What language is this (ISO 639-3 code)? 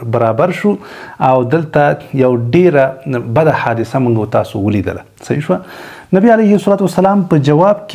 pus